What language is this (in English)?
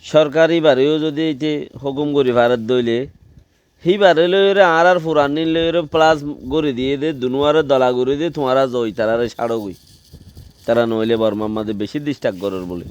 Rohingya